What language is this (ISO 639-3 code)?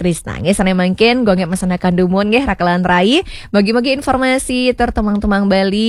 ban